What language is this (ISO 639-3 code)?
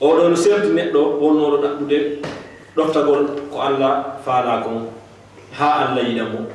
ful